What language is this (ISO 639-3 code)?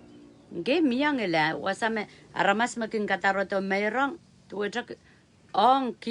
pon